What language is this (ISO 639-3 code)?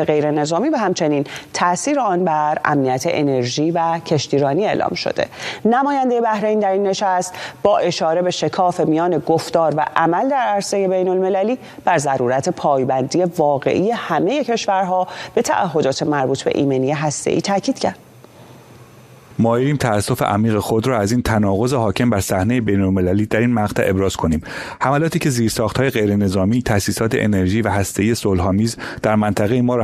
fas